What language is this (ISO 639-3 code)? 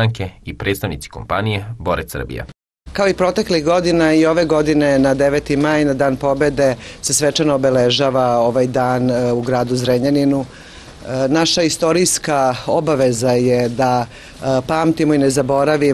srp